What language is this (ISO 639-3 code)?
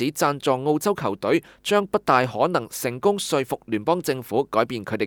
yue